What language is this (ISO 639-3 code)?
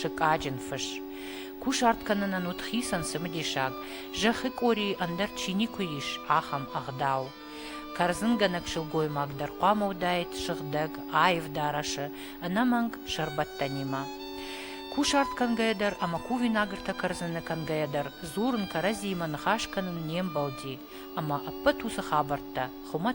oss